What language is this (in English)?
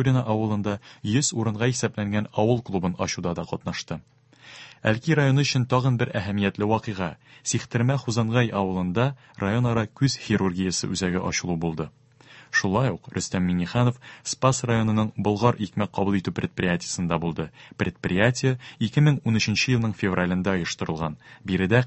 Tatar